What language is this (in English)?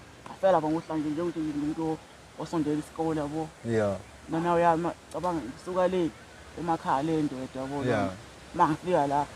Zulu